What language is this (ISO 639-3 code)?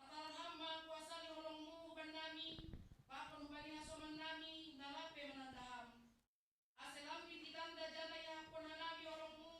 bts